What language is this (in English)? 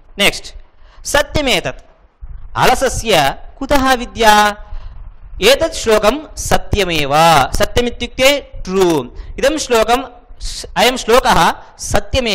Sanskrit